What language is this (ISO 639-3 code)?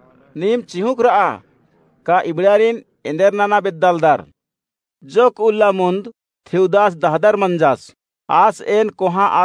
kru